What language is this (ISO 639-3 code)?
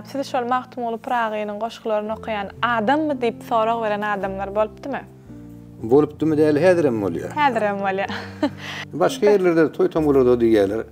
tuk